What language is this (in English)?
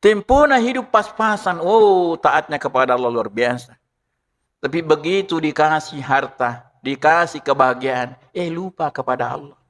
Buginese